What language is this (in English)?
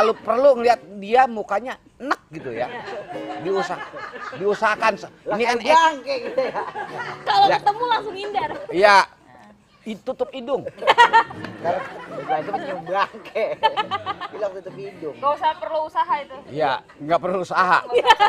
Betawi